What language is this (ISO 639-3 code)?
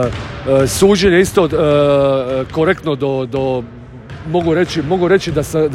hrv